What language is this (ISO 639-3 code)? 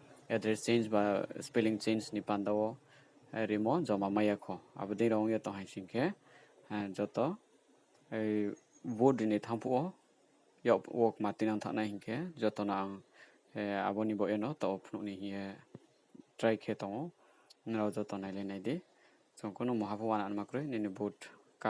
ria